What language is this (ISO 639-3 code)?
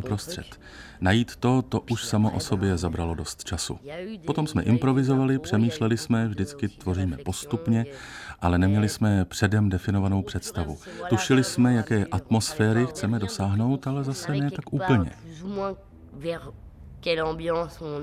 ces